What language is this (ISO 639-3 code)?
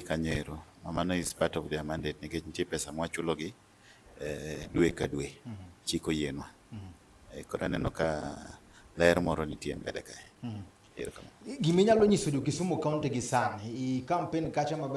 luo